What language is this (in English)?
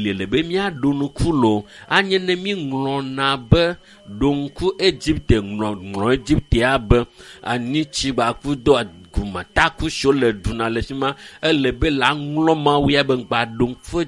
Ewe